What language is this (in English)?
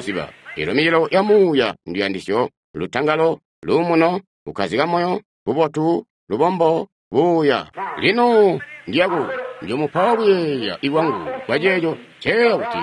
Tonga (Zambia)